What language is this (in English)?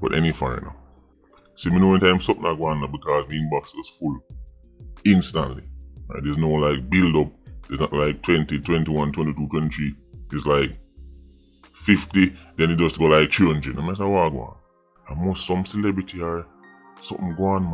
Jamaican Creole English